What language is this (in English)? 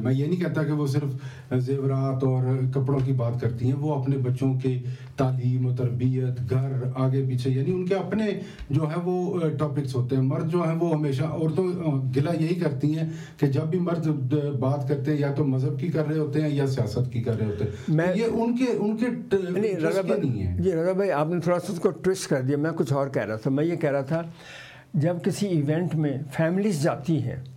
Urdu